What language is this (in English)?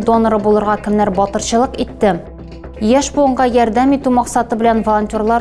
Tatar